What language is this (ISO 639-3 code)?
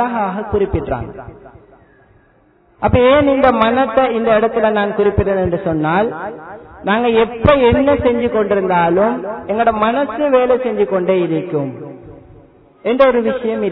tam